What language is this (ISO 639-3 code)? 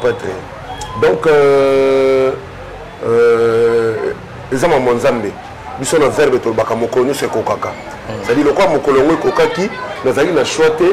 lin